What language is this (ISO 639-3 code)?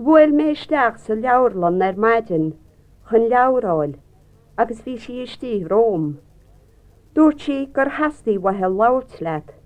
gle